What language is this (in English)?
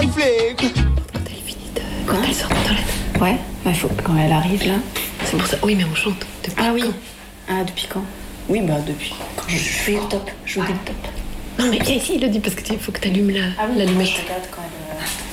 French